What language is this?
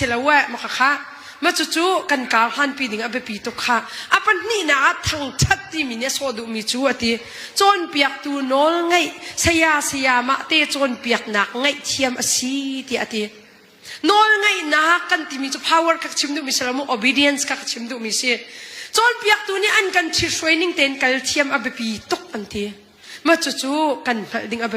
Hakha Chin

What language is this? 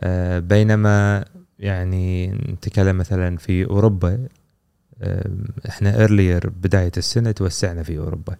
Gulf Arabic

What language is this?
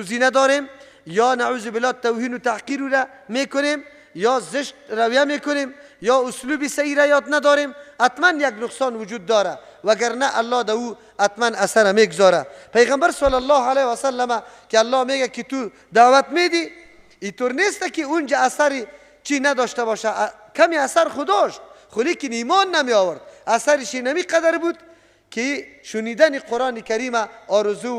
Persian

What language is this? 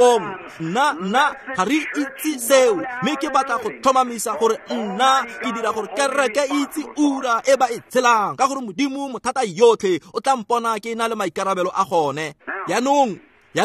Tswana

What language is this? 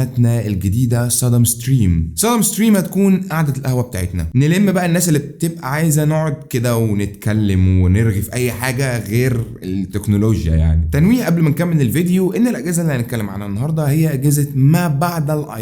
Egyptian Arabic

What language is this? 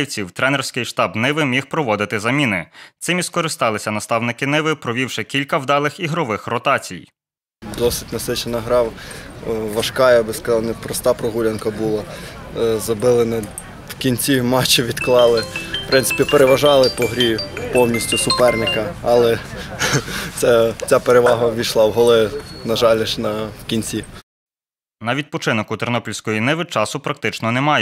Ukrainian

